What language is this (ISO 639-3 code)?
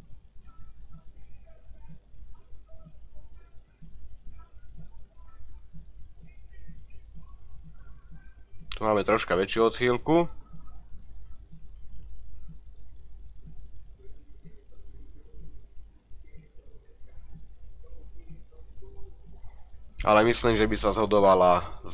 slk